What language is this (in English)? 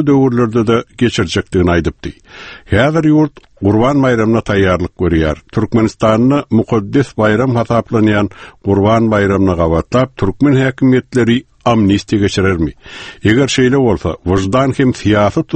Turkmen